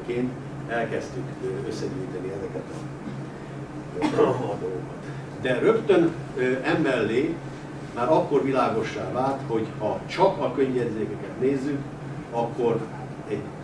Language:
Hungarian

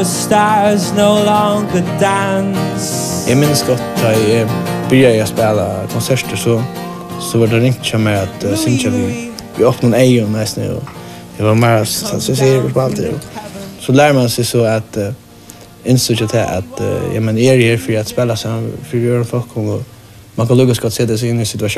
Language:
Faroese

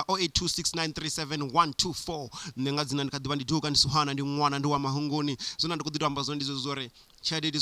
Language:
Venda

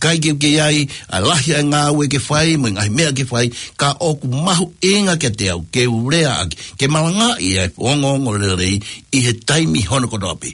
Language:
Tongan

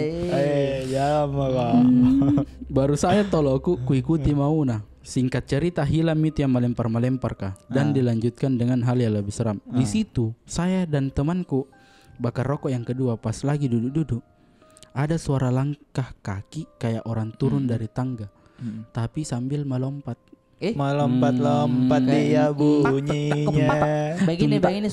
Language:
Makassar Malay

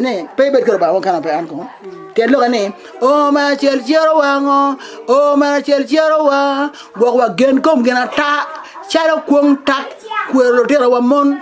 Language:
Acoli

